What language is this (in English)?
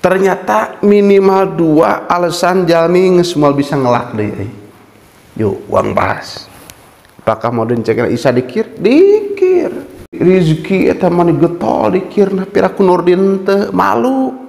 Sundanese